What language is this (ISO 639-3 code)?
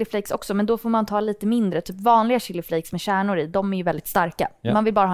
swe